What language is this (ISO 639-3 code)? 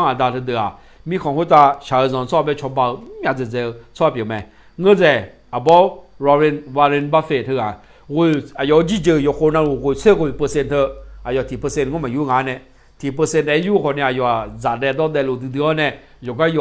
ahk